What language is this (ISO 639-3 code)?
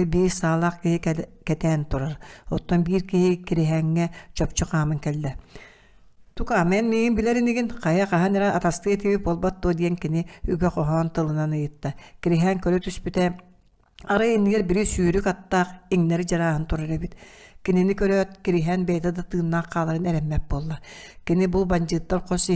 sah